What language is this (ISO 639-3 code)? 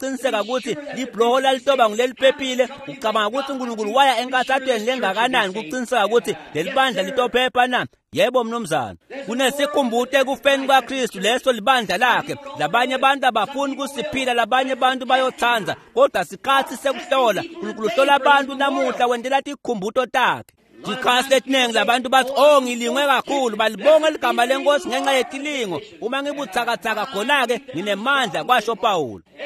ssw